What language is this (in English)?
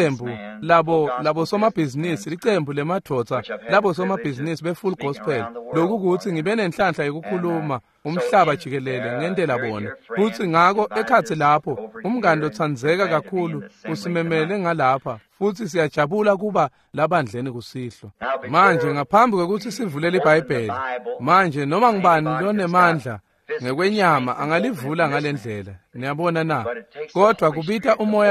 Swati